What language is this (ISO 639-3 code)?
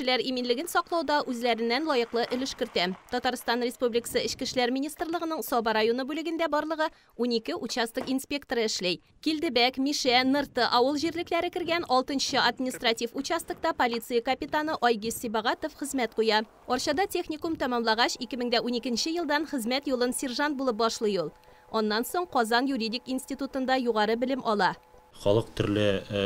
tat